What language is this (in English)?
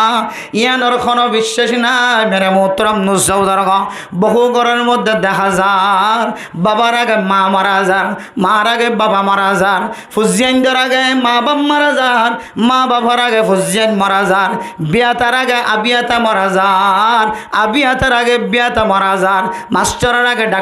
Rohingya